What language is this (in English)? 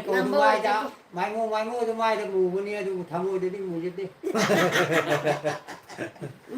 Manipuri